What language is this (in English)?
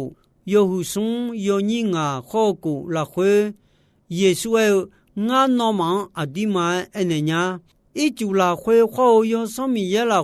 Akha